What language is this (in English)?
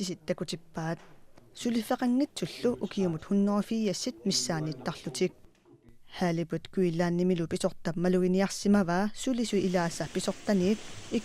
Kalaallisut